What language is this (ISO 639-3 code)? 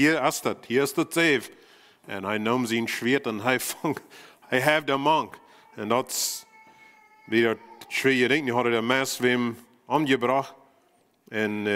pdt